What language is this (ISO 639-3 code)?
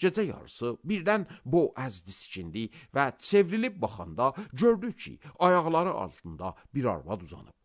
aze